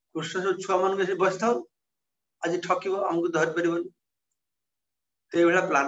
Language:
Odia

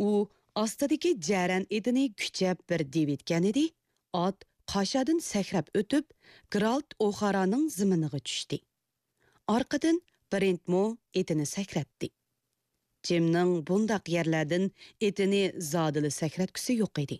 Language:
Uyghur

